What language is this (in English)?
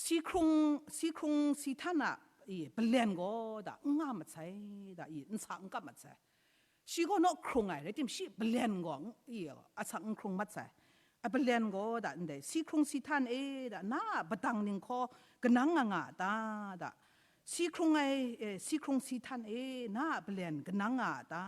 Kachin